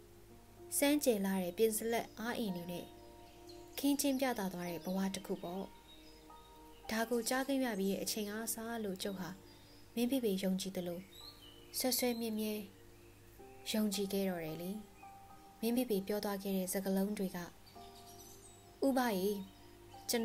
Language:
Burmese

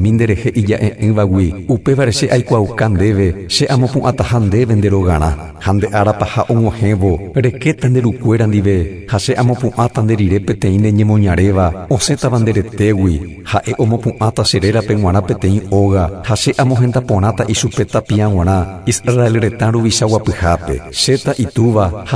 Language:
Guarani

